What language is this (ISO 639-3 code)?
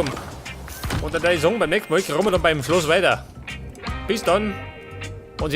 bar